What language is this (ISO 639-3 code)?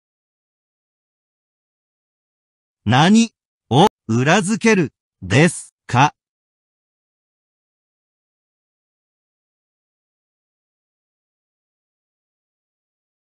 jpn